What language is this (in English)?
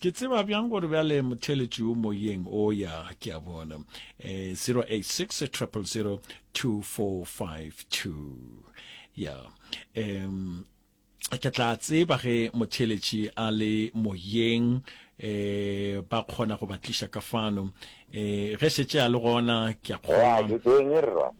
Northern Sotho